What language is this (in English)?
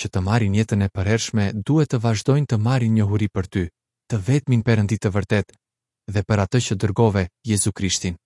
Albanian